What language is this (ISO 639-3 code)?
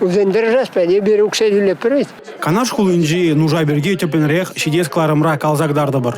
chv